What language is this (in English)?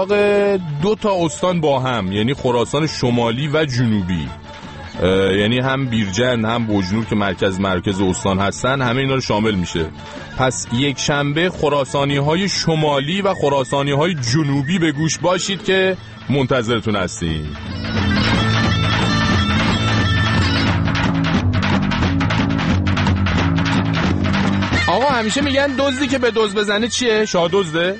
Persian